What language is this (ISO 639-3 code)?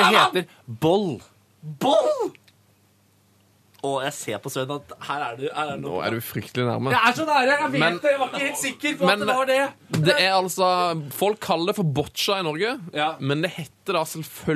nor